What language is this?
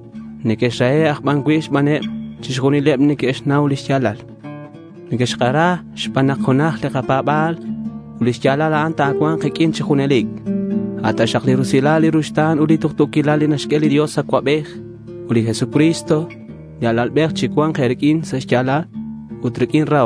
Kekchí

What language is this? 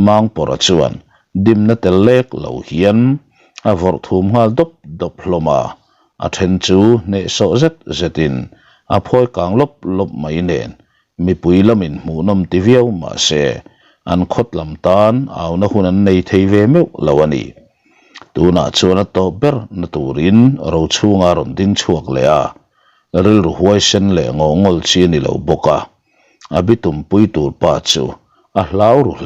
Mizo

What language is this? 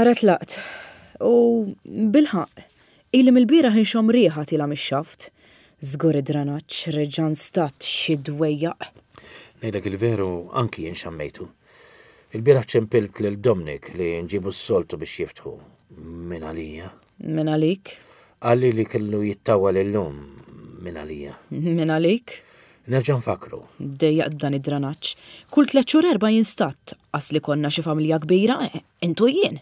Maltese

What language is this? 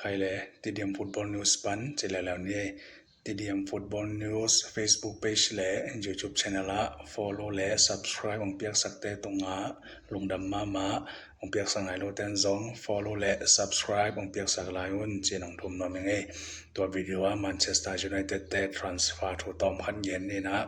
Tedim Chin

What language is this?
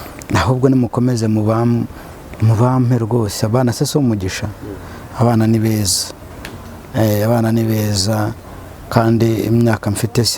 Kinyarwanda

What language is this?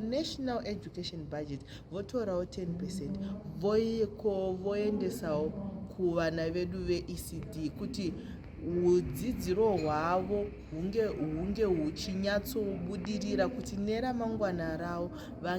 Shona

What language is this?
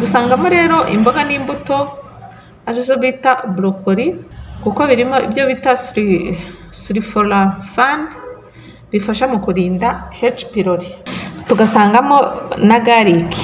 Kinyarwanda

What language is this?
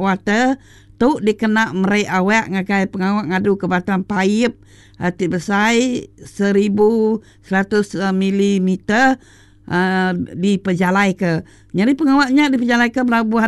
Iban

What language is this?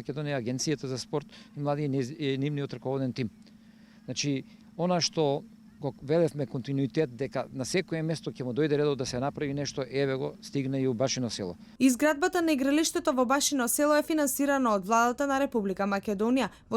Macedonian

